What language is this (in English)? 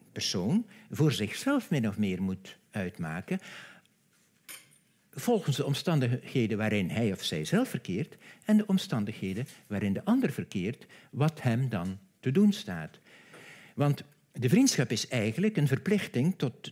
Dutch